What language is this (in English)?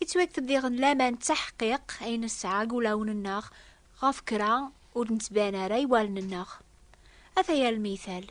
Kabyle